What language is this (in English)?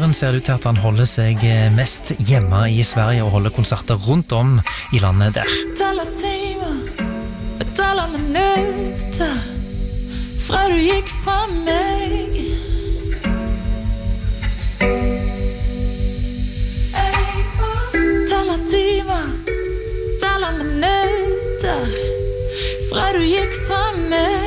Norwegian